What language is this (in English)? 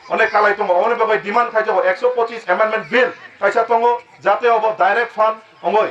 Kok Borok